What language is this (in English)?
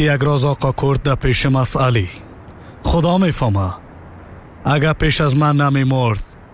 Persian